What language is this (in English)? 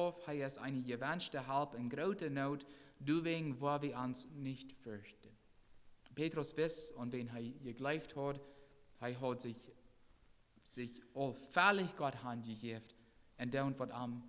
Plautdietsch